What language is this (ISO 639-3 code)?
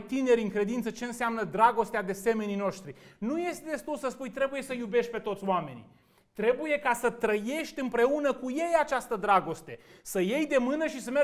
ron